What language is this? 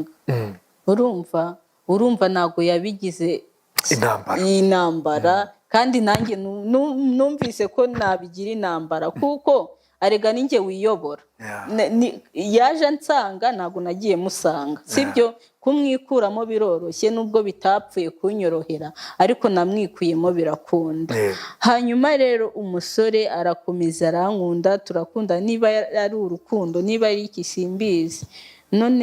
Kinyarwanda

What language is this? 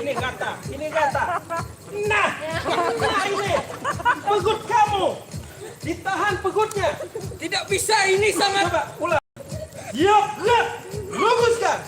Banjar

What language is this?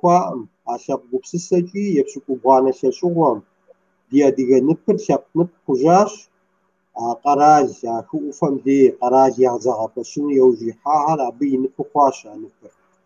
Kabardian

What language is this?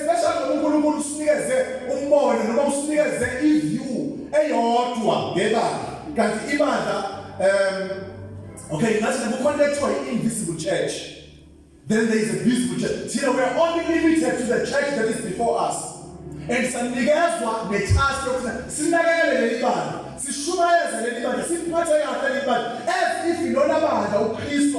Zulu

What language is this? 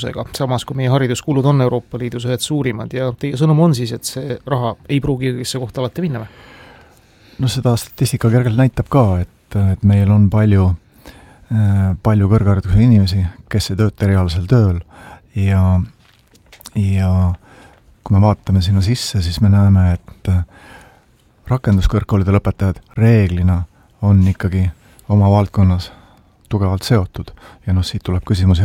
Estonian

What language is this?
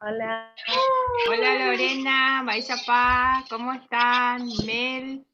Guarani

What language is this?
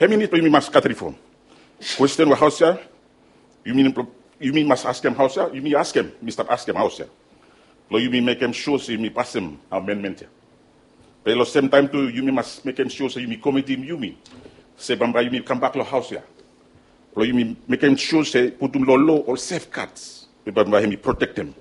Bislama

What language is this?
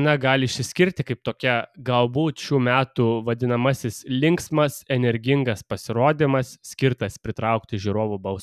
Lithuanian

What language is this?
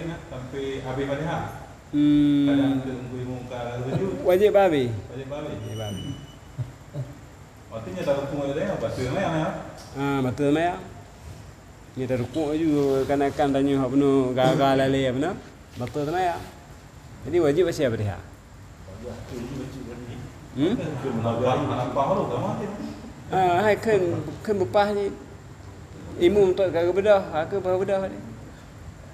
Malay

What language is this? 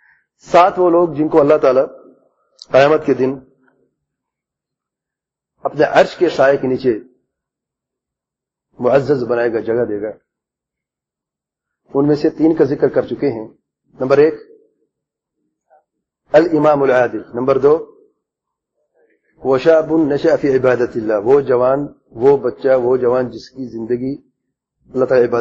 Urdu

